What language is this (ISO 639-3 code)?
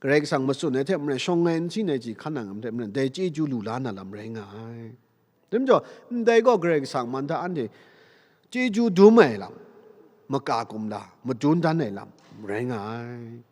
kac